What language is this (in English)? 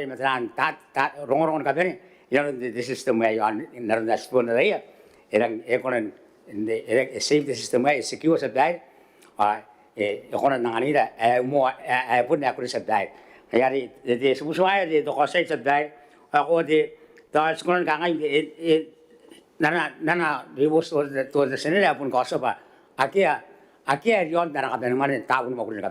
Gilbertese